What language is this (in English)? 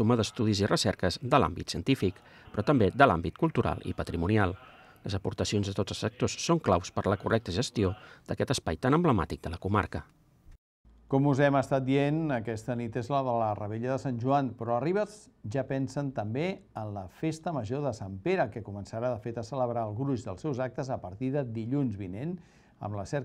Catalan